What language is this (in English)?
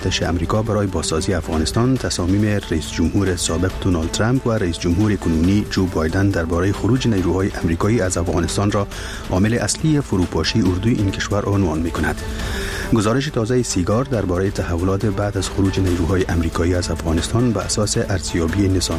Persian